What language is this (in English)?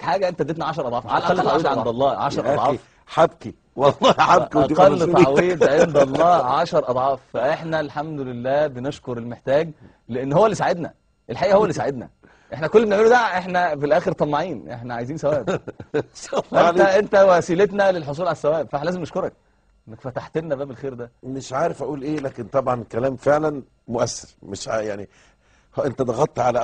Egyptian Arabic